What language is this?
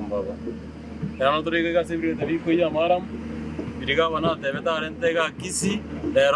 Gusii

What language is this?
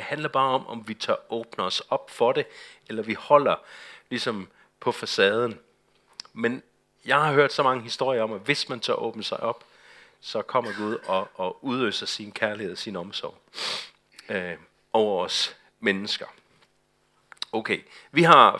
Danish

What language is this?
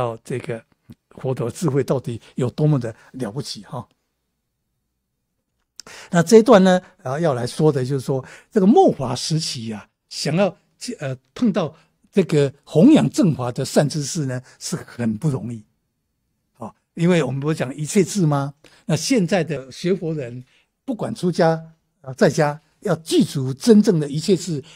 Chinese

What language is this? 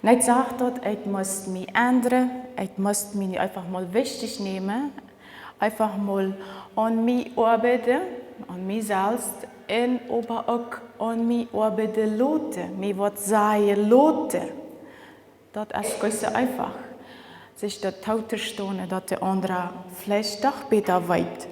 Plautdietsch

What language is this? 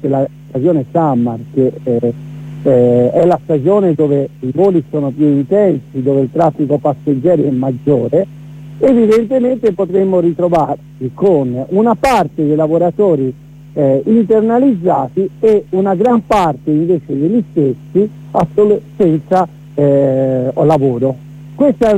Italian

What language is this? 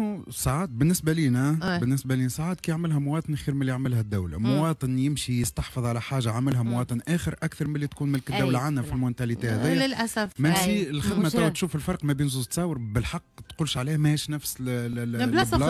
Tunisian Arabic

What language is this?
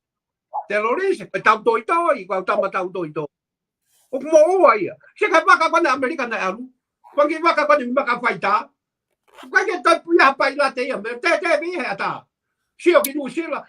Tongan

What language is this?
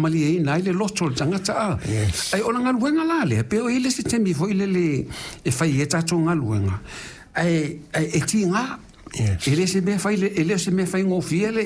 Samoan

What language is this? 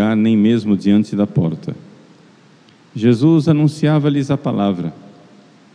Portuguese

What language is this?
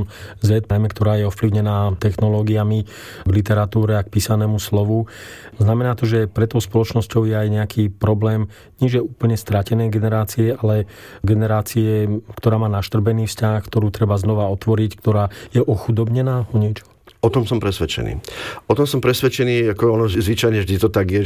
Slovak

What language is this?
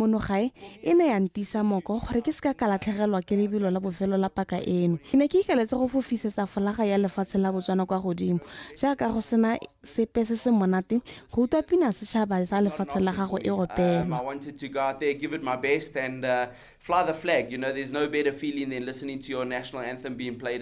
Tswana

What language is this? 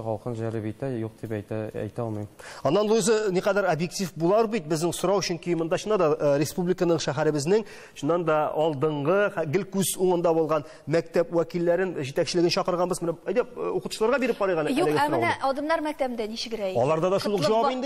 Tatar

